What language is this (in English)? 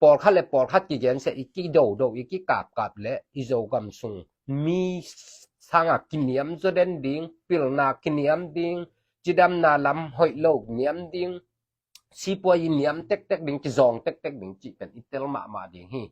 Tedim Chin